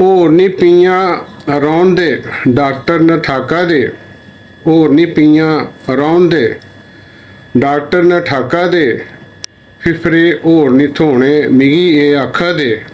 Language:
Dogri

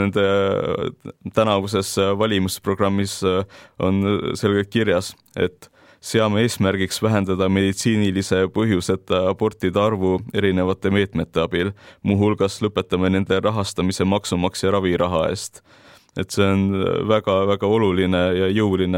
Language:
Estonian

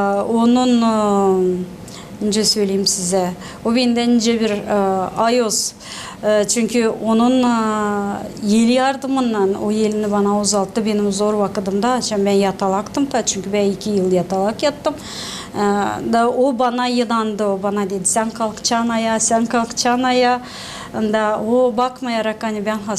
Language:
Gagauz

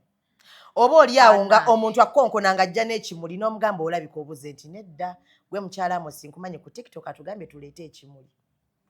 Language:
Ganda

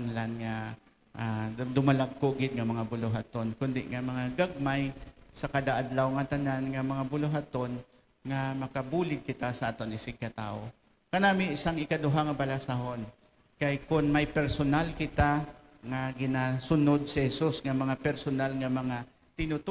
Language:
Hiligaynon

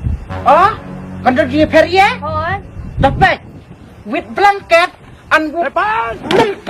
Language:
Khasi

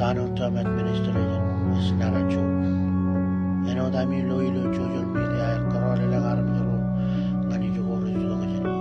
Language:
Marshallese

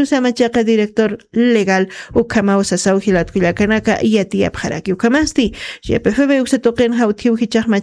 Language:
Aymara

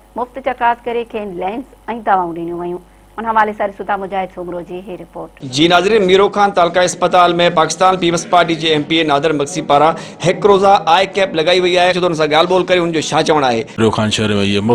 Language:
Sindhi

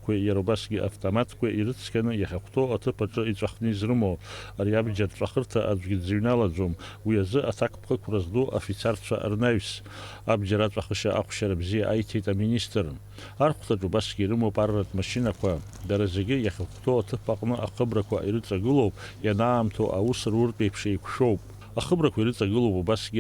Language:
Abkhazian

